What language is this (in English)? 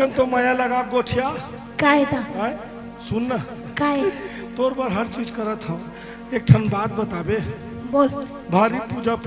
Chhattisgarhi